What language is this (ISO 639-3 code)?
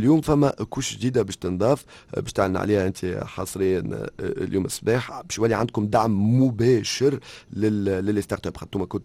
aeb